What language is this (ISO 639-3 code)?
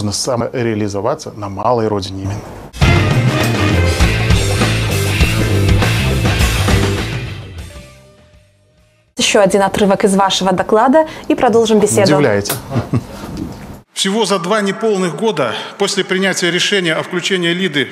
rus